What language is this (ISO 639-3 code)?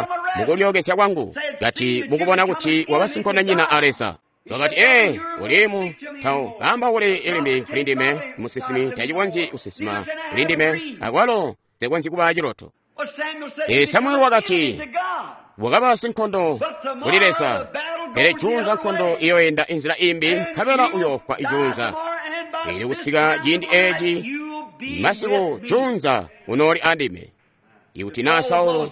toi